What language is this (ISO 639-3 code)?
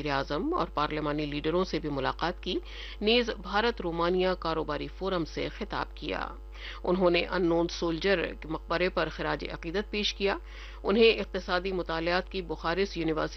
urd